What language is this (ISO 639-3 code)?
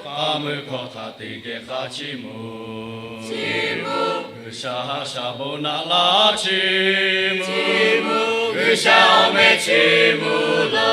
lhu